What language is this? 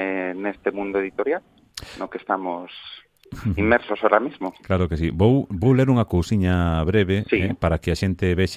Galician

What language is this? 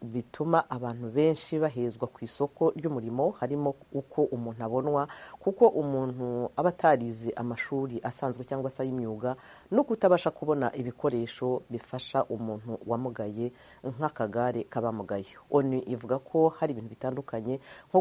Kinyarwanda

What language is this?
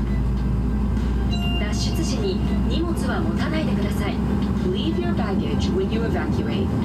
Japanese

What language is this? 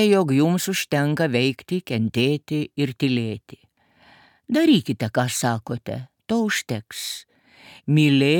Lithuanian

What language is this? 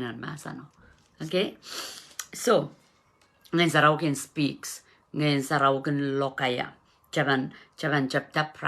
Pohnpeian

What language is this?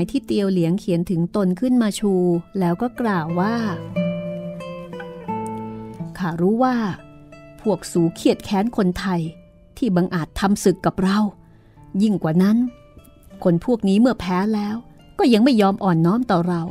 Thai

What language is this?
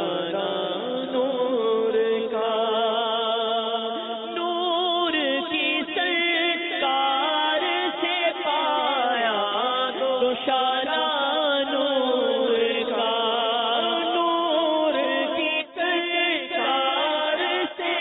Urdu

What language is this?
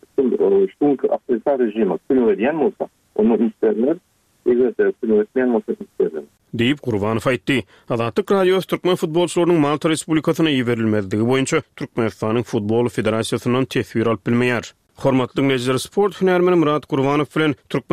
Turkmen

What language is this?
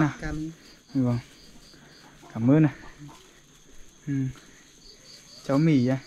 Vietnamese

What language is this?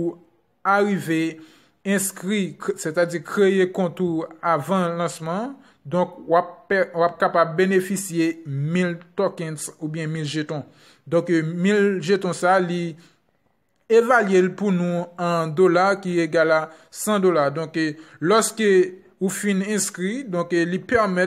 Haitian Creole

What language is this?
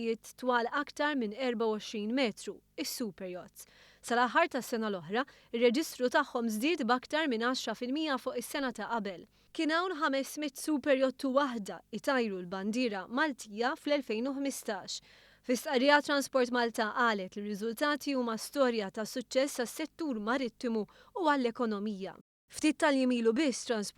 Maltese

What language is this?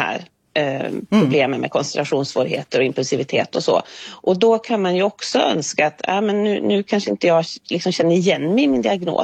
Swedish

